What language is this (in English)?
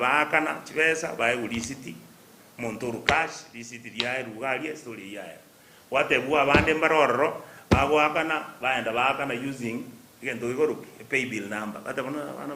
Gusii